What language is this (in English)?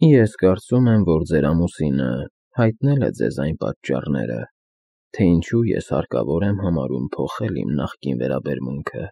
Armenian